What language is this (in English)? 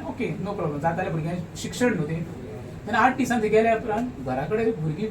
Konkani